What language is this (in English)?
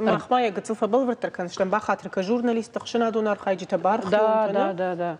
Ossetic